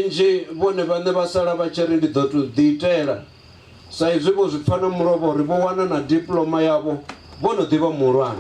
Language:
Venda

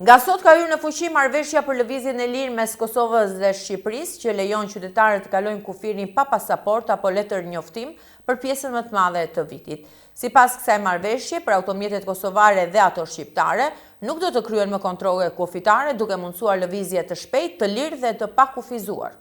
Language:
Albanian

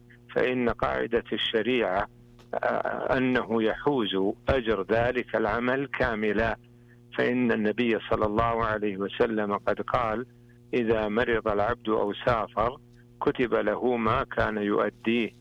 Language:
Arabic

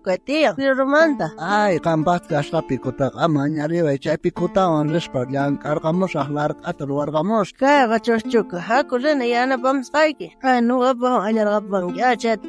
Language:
South Bolivian Quechua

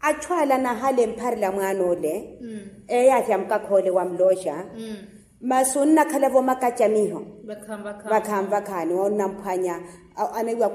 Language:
Makhuwa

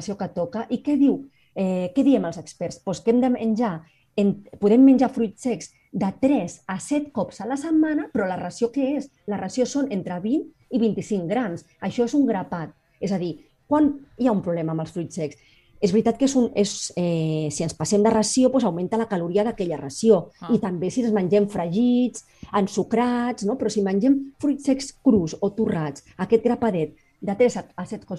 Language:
Catalan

